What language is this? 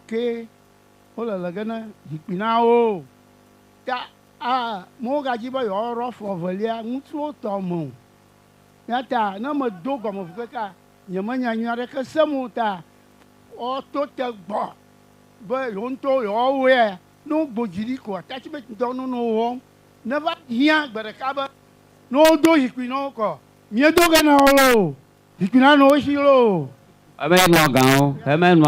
Ewe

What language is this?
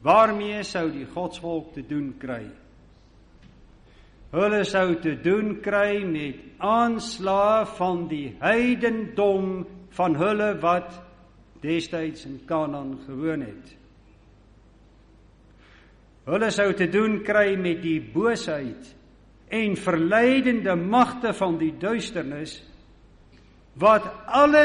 Afrikaans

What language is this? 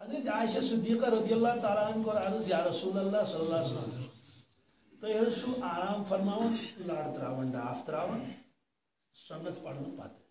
Kashmiri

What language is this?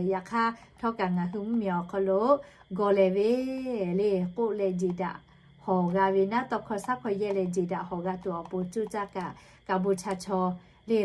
Lahu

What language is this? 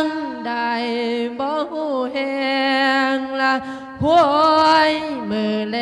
Lao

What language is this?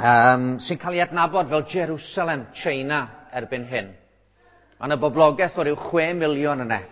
Welsh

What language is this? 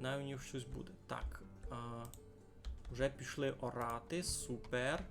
Rusyn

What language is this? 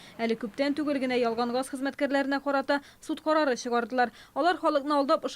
Tatar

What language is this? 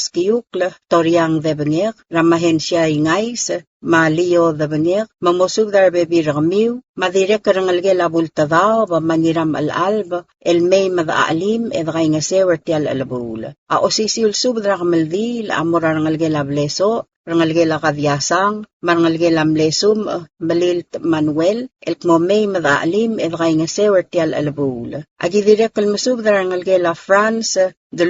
Palauan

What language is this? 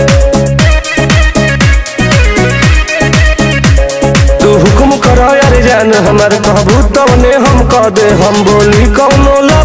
Bhojpuri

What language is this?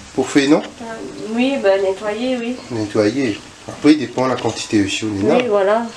Réunion Creole French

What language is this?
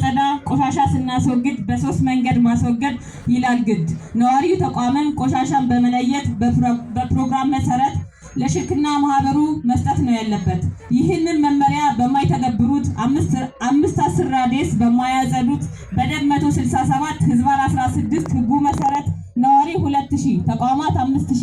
Amharic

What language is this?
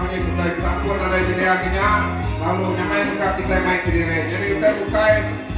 Iban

